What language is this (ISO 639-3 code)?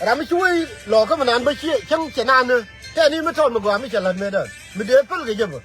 nus